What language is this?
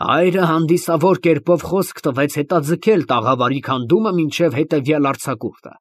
Armenian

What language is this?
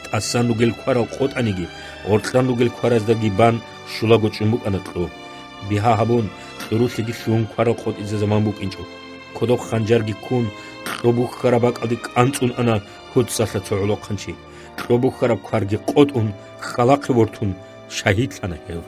Avaric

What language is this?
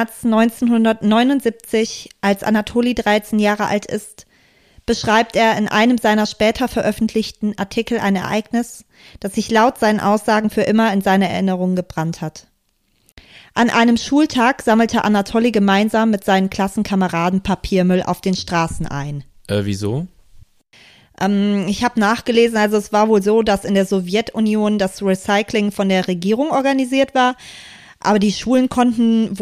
German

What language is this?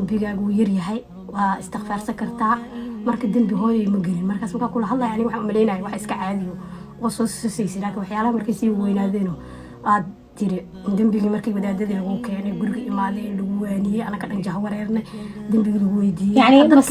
Somali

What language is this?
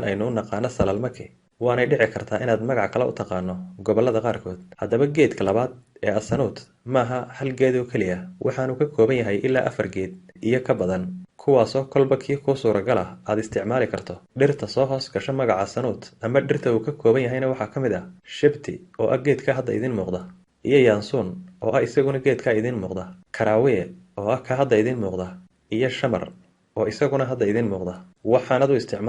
Somali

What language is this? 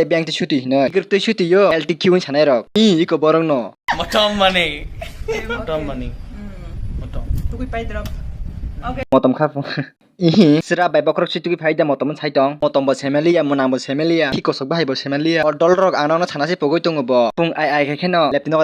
Kok Borok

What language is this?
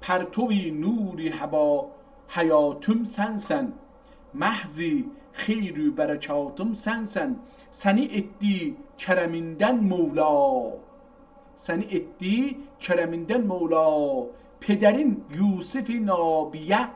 South Azerbaijani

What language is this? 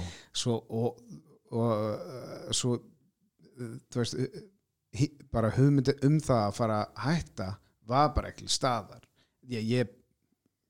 Icelandic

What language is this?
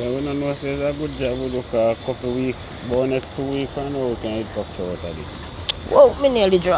Jamaican Creole English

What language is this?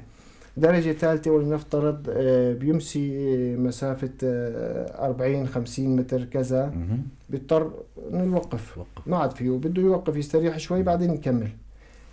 North Levantine Arabic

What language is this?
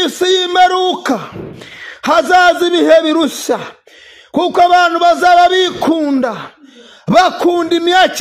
Kinyarwanda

